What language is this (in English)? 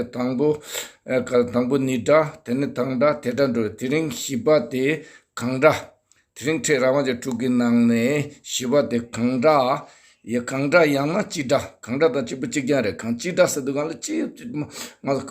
Tibetan